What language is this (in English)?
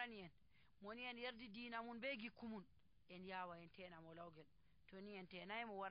Nigerian Fulfulde